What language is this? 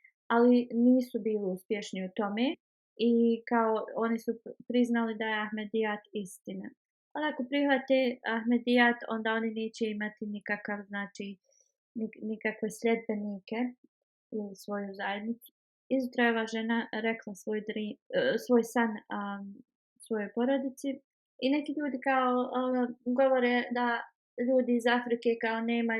Bosnian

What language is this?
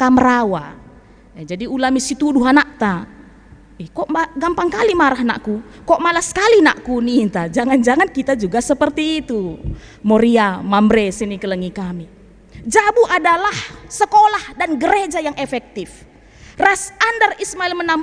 Batak Karo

